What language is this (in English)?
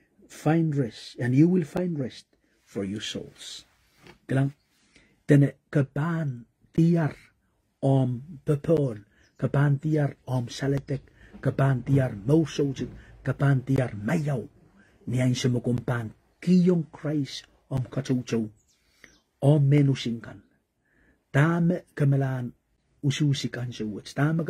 Pohnpeian